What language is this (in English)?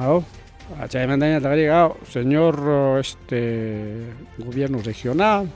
Ayacucho Quechua